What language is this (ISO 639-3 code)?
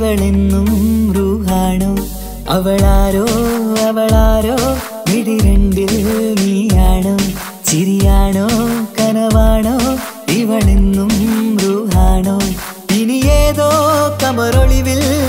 mal